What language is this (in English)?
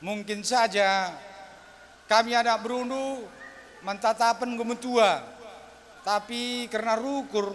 Batak Karo